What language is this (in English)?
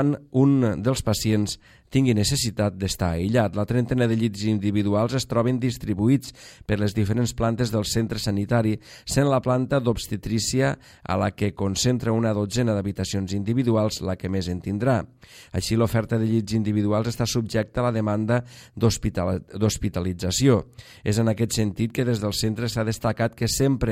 Catalan